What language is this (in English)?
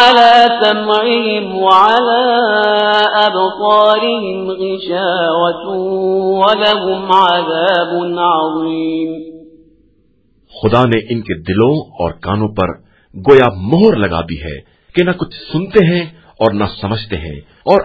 Urdu